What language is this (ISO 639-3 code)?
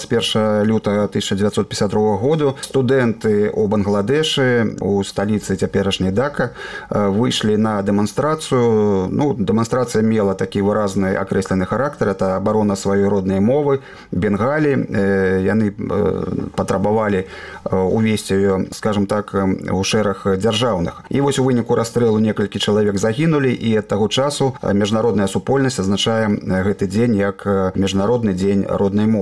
bel